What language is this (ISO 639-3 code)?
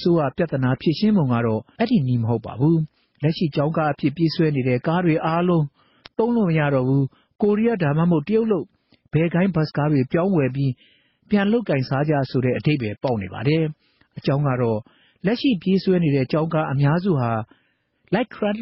mya